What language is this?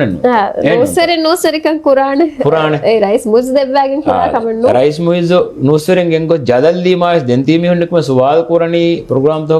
Divehi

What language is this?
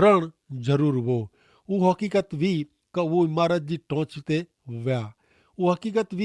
Kachhi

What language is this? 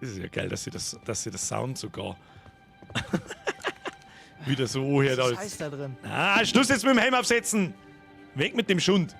Bavarian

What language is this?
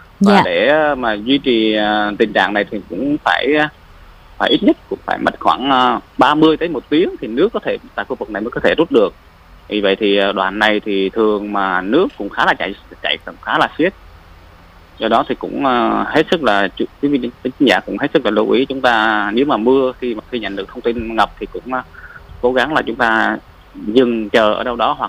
Vietnamese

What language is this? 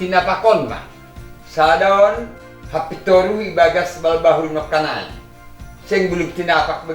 Batak Simalungun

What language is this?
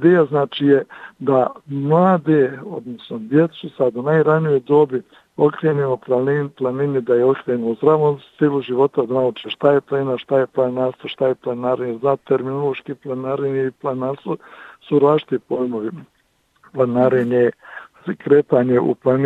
Bosnian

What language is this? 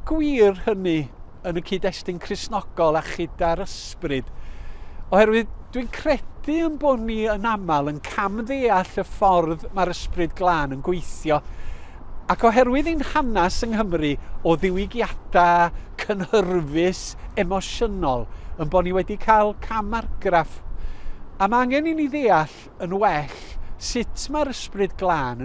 Welsh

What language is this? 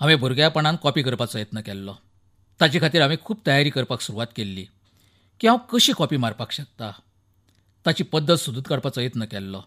Konkani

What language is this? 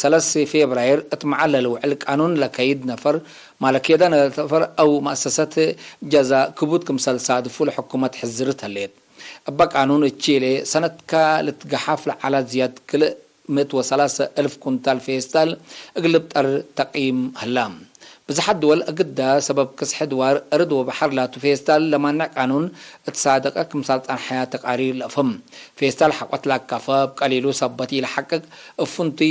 Tigre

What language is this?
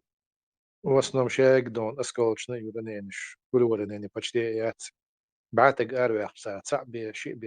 Chechen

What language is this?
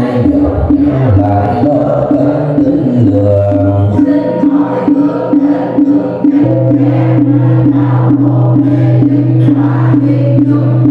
Vietnamese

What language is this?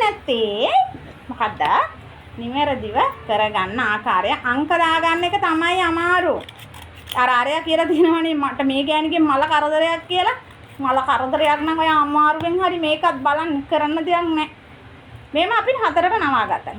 Sinhala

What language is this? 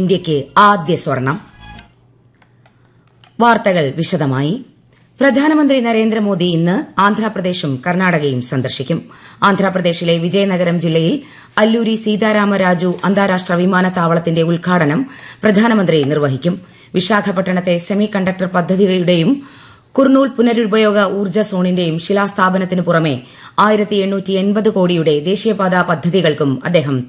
Malayalam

